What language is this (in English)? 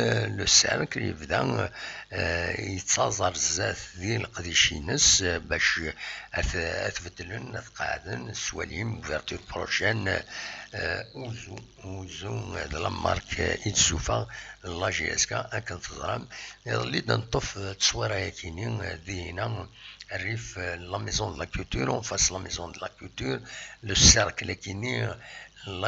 Kabyle